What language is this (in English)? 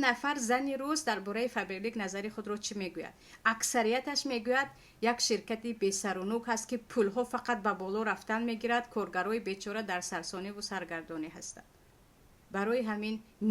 Tajik